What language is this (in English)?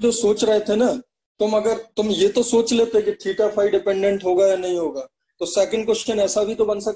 Hindi